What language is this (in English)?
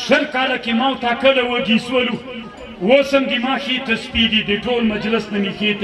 Pashto